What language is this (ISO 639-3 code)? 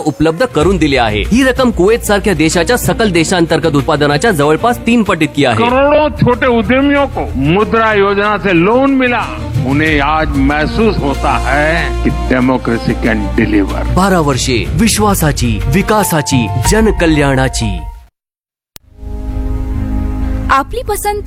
mar